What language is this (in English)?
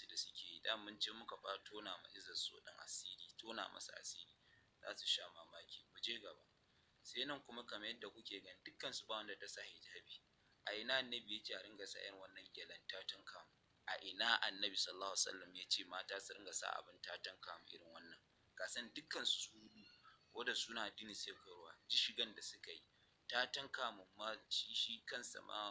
Hausa